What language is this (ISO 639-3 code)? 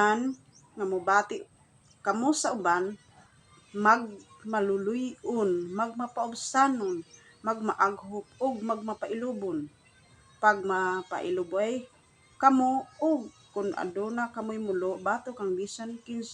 ceb